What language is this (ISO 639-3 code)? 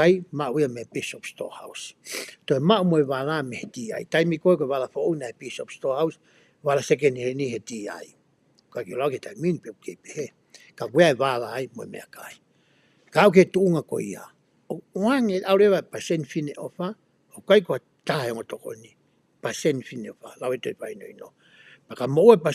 ton